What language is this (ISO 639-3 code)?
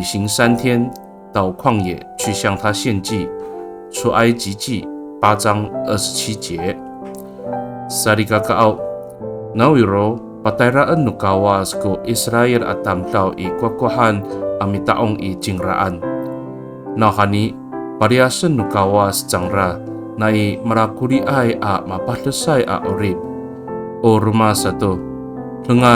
ami